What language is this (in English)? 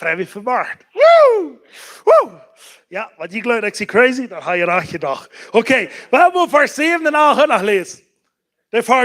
Plautdietsch